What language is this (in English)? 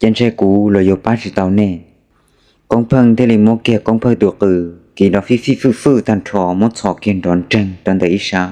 Hmong